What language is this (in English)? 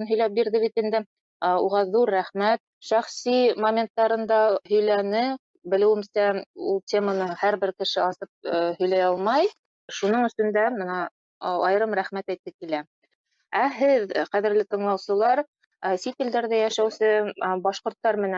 Bashkir